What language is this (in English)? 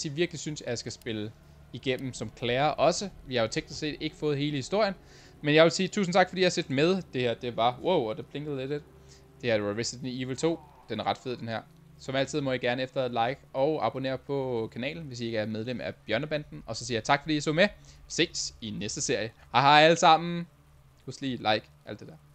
Danish